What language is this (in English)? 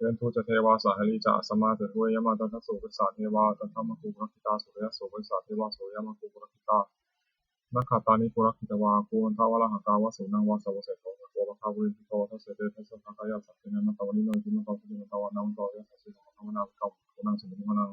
Pali